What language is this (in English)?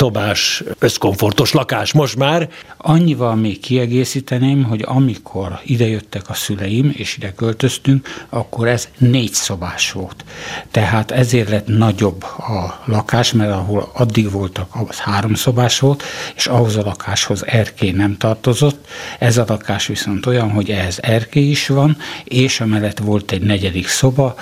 Hungarian